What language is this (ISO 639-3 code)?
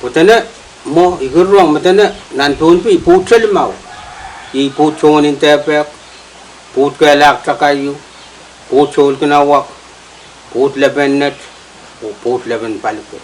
pon